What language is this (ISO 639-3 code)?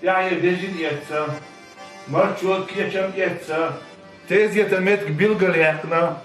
che